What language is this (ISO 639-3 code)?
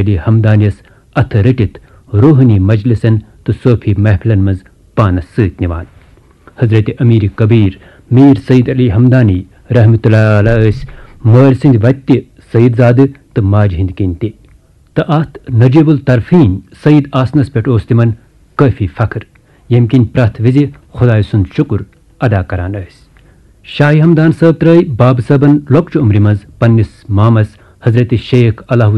kas